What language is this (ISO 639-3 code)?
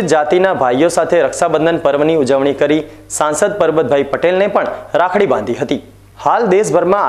guj